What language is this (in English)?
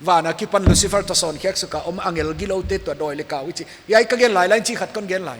Paite Chin